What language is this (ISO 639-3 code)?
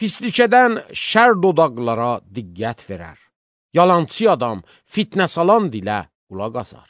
aze